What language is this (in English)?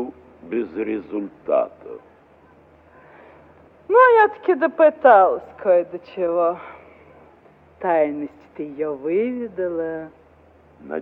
Russian